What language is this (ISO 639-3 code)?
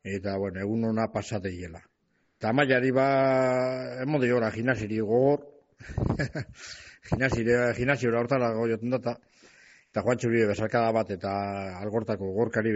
eus